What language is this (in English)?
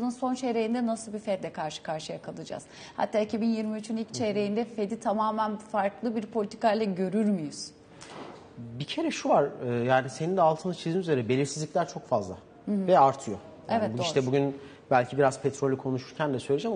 Turkish